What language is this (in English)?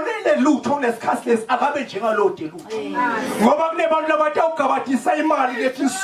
Zulu